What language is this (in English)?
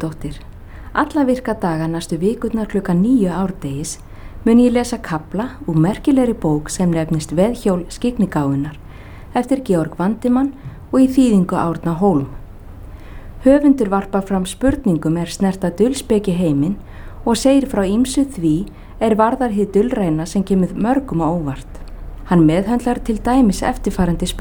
Icelandic